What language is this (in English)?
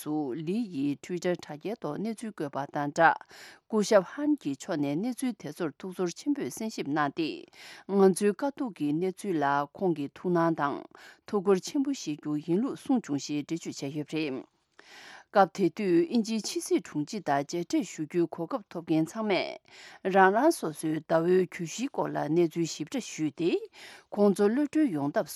Tibetan